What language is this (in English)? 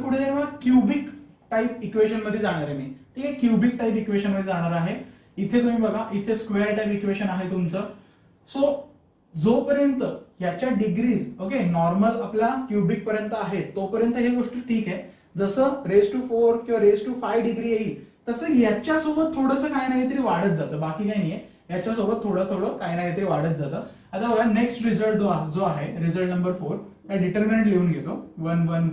Marathi